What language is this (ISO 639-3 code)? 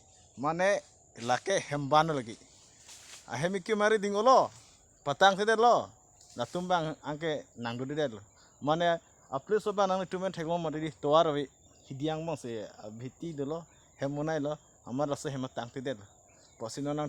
mjw